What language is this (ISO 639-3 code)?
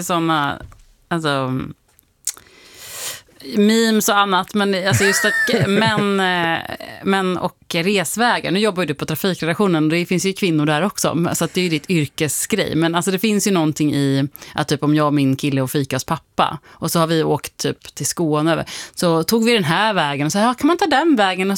swe